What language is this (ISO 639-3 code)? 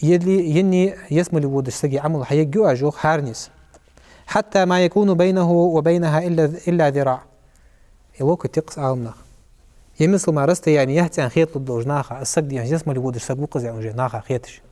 inh